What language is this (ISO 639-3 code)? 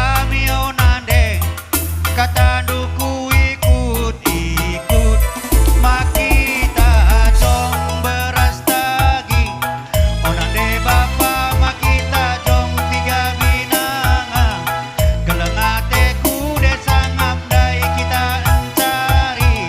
btx